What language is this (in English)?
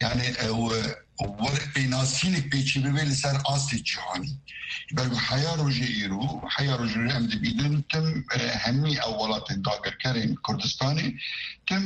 Kurdish